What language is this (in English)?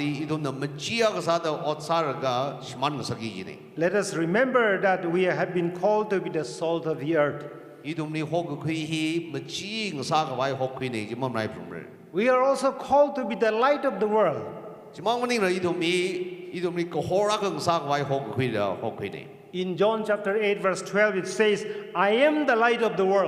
Tangkhul Naga (India)